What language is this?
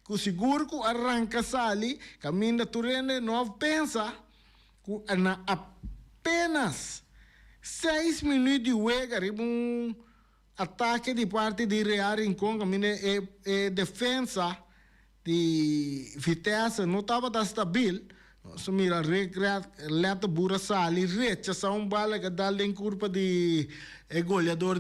Papiamento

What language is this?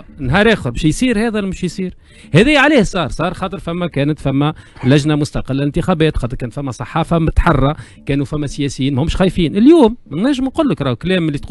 Tunisian Arabic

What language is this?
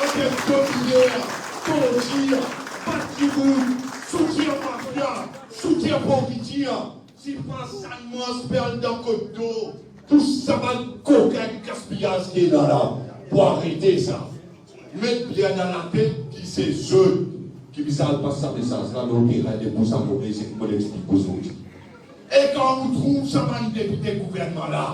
Morisyen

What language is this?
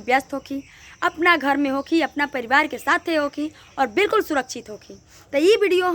Bhojpuri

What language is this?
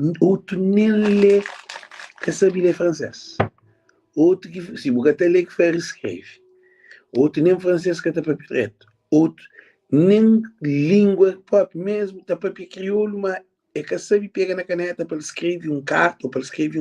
Kabuverdianu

